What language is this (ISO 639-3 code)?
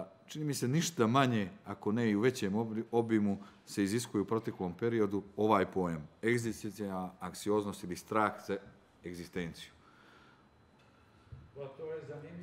srp